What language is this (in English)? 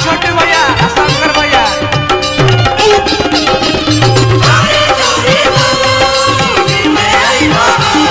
Bhojpuri